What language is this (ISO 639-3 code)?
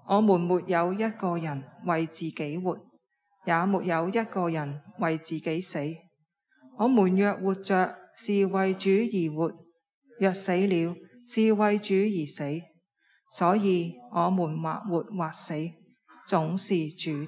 yue